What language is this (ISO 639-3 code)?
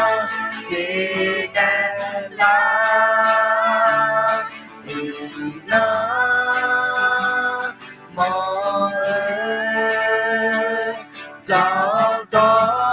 ahk